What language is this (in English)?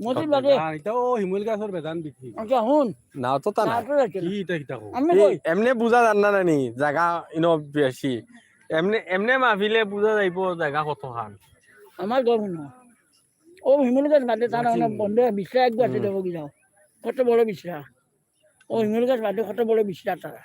Sylheti